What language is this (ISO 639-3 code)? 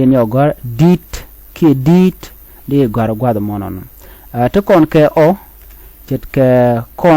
nus